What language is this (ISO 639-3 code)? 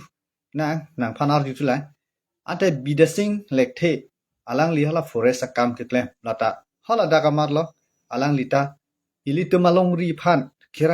mjw